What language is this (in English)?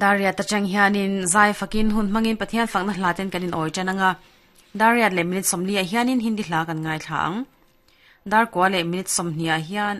Mizo